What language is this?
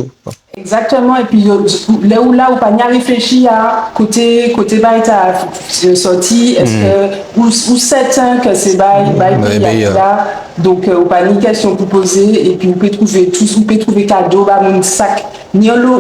Guadeloupean Creole French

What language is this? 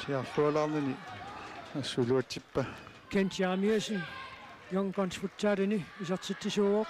Kalaallisut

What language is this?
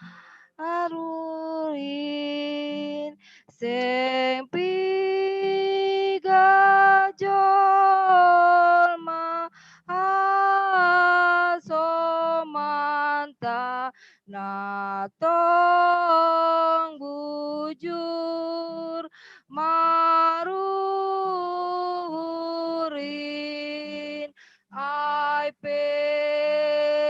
Batak Simalungun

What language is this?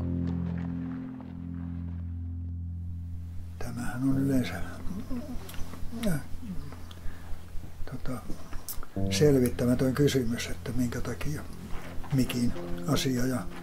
Finnish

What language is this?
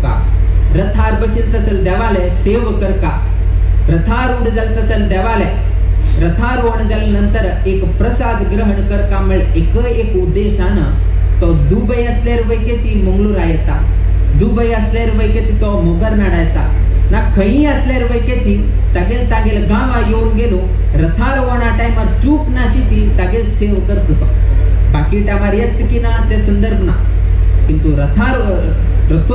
Konkani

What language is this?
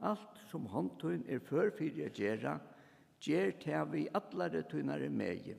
Faroese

